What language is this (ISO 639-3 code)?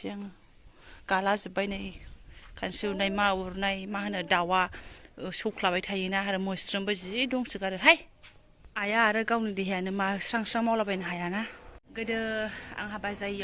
brx